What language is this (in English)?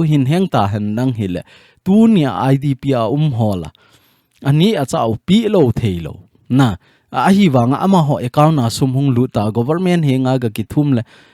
Thado Chin